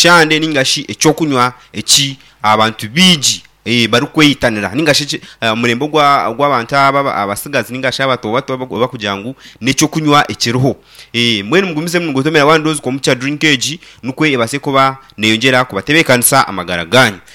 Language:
Nyankole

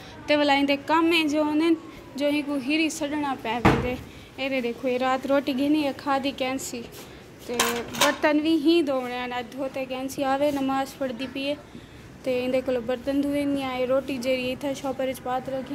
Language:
Saraiki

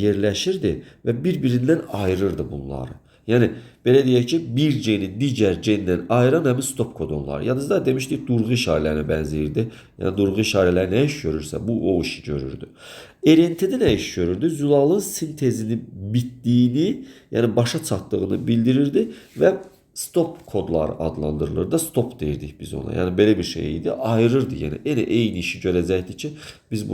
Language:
Azerbaijani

